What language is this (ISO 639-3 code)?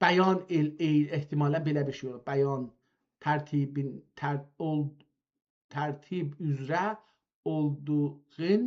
azb